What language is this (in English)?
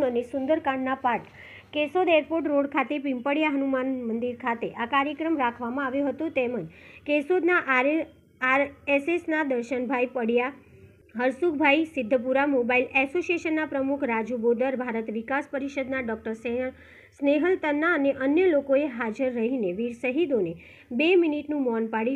Gujarati